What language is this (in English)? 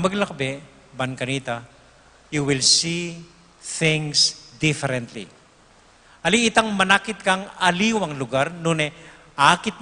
Pampanga